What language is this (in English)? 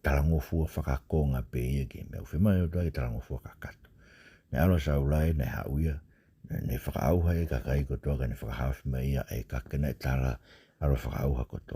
Tongan